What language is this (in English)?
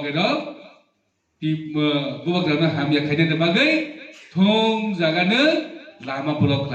Riang (India)